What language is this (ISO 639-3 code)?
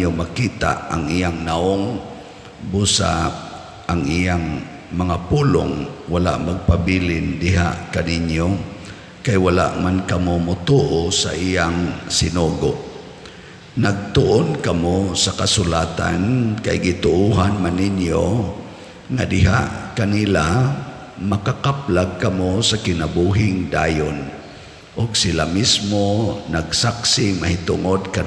ceb